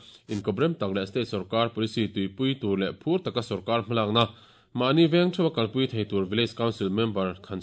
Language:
Mizo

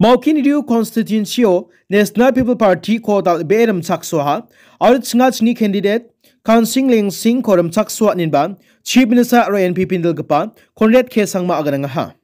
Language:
Garo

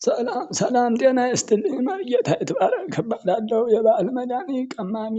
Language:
Amharic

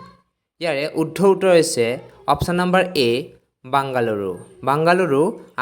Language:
Assamese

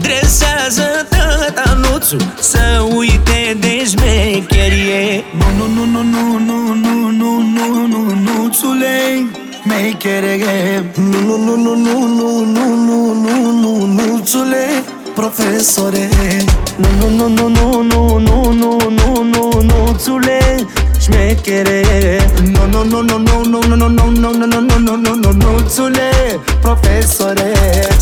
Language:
Romanian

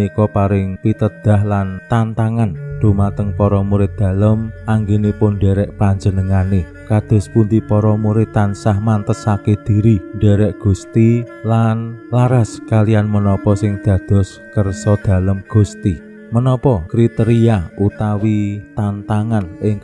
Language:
Javanese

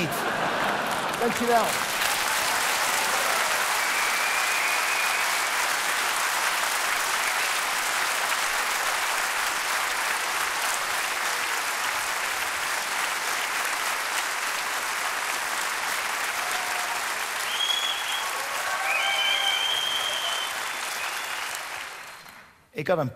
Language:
Dutch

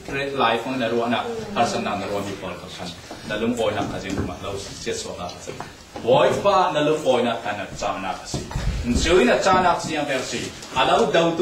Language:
Falam Chin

